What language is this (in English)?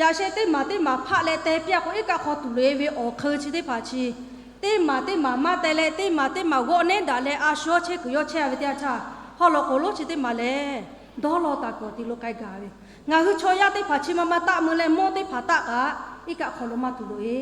Lahu